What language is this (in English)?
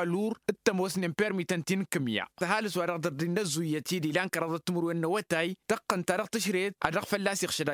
Tamasheq